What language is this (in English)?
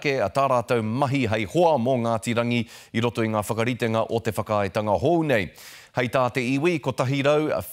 Māori